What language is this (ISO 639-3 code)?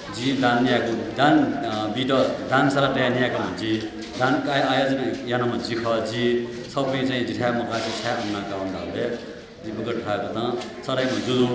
new